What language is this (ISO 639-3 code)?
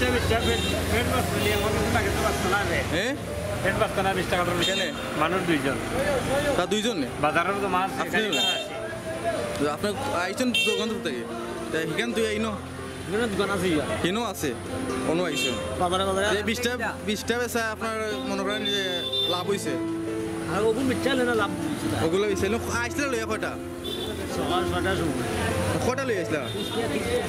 syl